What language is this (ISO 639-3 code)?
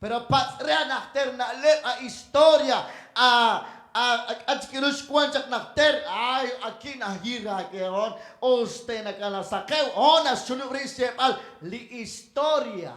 kek